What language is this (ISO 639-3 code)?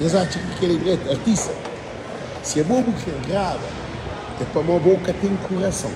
kea